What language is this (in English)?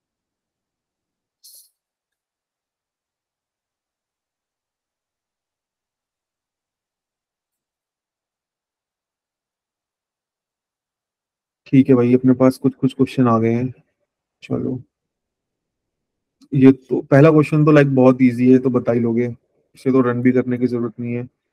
Hindi